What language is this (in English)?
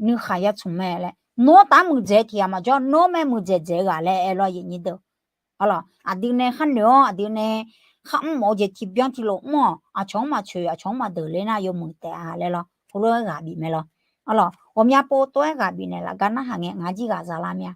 Akha